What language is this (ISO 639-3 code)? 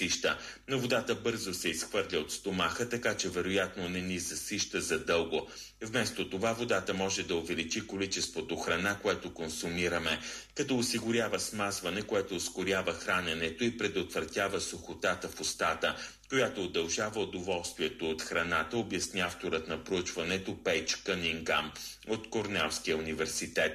bul